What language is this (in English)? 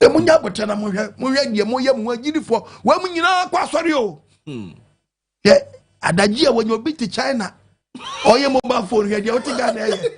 Akan